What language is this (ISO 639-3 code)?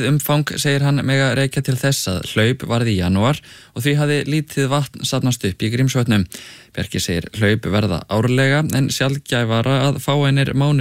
isl